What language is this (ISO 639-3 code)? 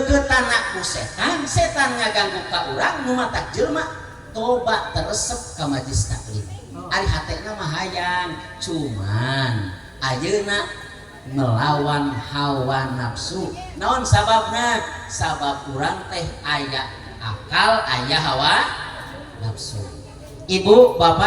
sun